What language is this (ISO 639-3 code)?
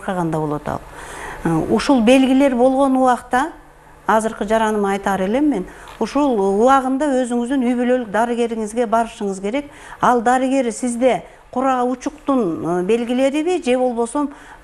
kir